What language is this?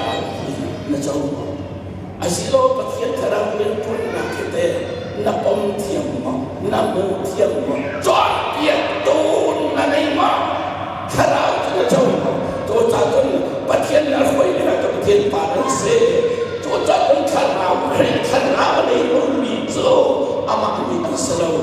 Hakha Chin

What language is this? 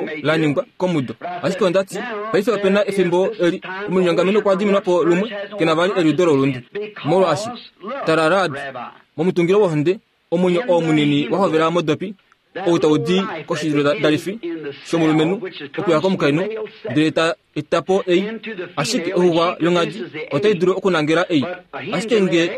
Kuanyama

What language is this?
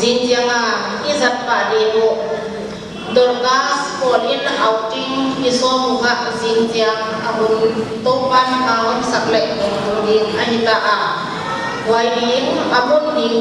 Paite Chin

